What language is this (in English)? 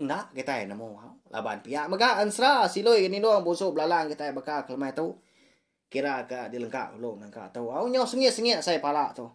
Iban